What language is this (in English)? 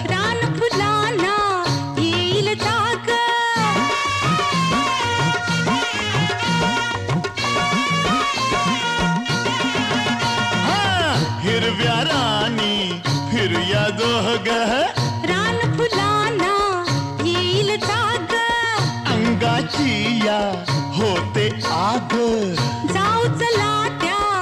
Marathi